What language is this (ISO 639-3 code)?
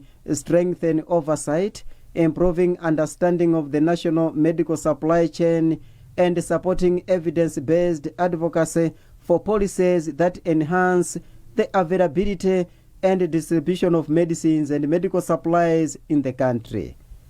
eng